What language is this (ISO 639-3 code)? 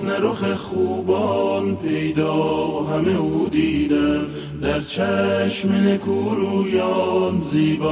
fas